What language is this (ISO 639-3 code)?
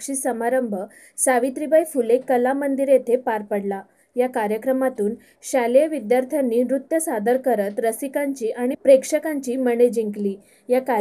mar